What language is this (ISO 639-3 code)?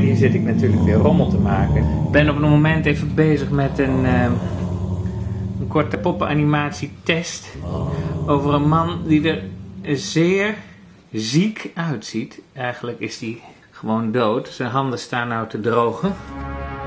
nld